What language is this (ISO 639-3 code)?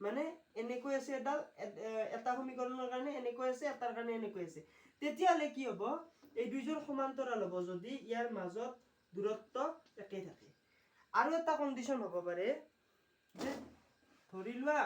asm